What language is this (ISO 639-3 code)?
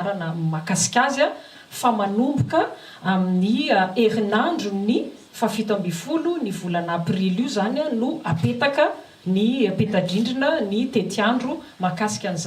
mlg